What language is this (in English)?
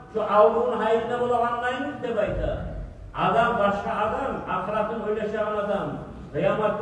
Kumyk